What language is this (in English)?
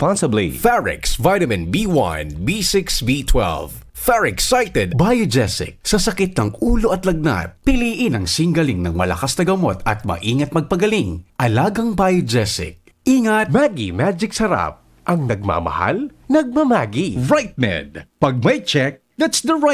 Bikol